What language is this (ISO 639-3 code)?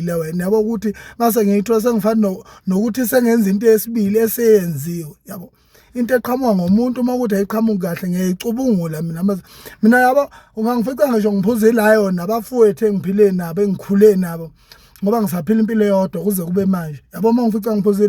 zul